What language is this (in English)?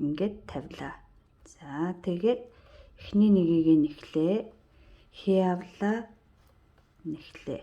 Mongolian